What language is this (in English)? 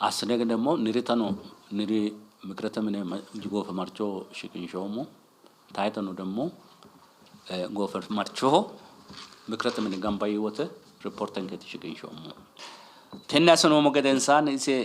Sidamo